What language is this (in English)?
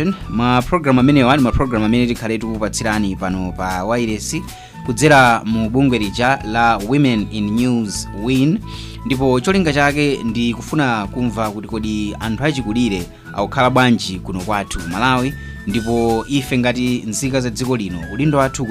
Nyanja